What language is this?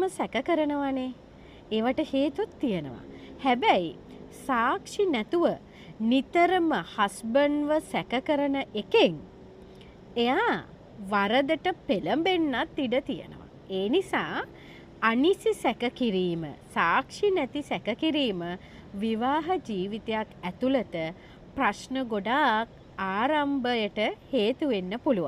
Sinhala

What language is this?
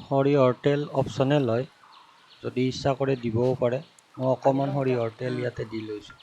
Assamese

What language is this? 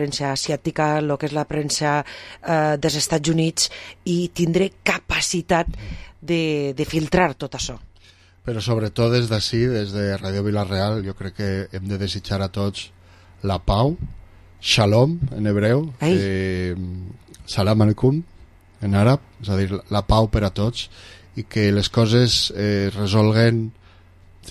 Catalan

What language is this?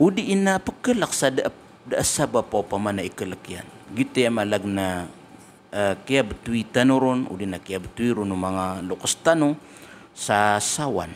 Maranao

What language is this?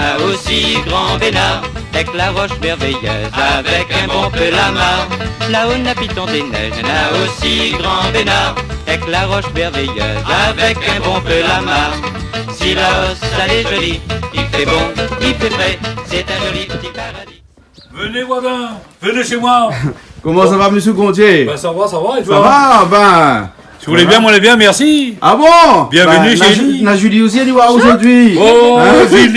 Réunion Creole French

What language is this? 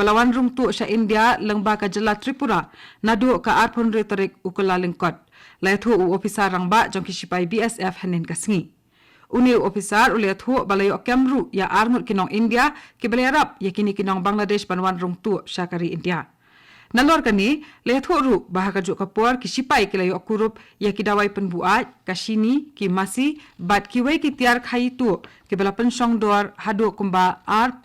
Khasi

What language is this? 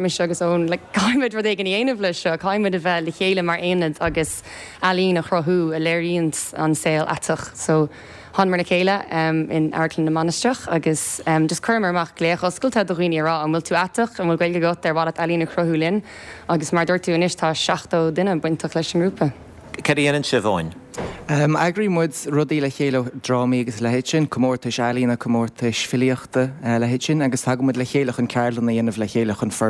Irish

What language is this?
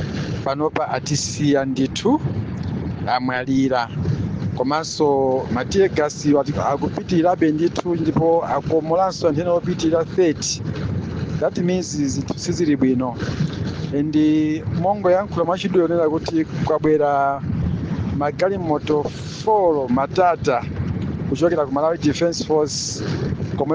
Nyanja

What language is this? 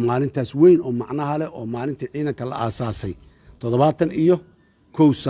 Somali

